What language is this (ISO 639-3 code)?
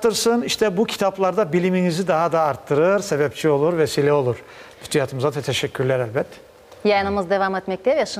crh